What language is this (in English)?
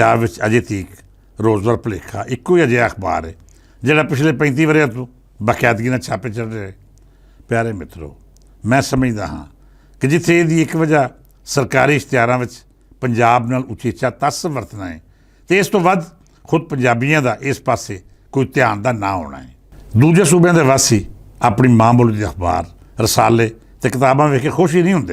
Western Panjabi